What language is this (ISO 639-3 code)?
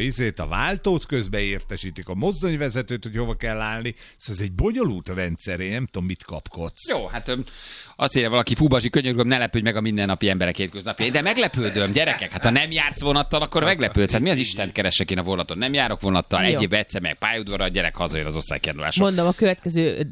hun